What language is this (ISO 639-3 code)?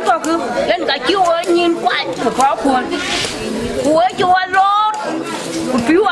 din